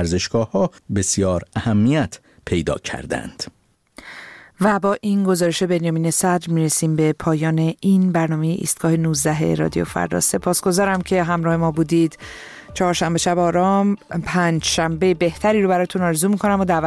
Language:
Persian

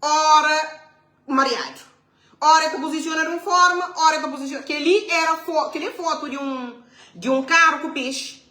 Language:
Kabuverdianu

